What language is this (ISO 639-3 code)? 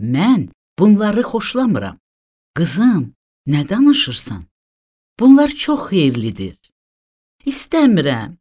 aze